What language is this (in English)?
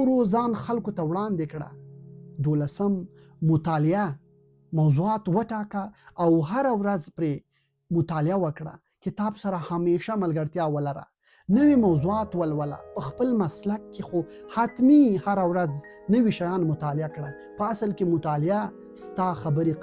Pashto